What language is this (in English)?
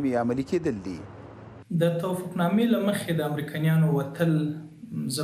Pashto